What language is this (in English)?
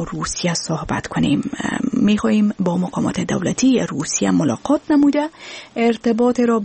Persian